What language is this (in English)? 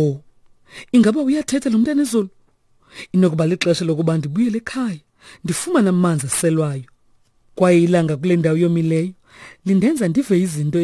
Xhosa